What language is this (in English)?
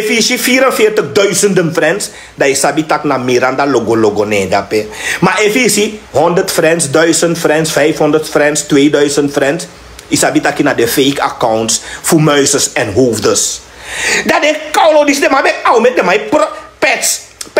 Sranan Tongo